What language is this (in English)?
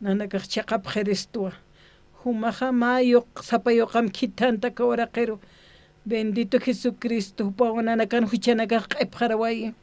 Aymara